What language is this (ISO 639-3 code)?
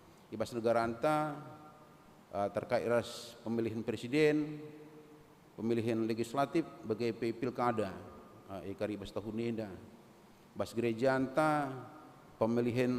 btx